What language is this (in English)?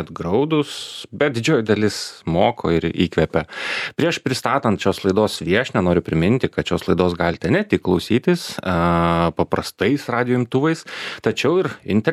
Lithuanian